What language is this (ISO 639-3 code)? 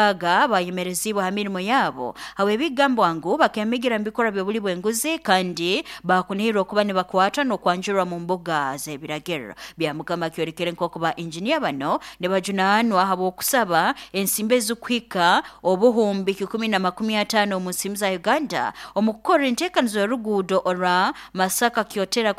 nyo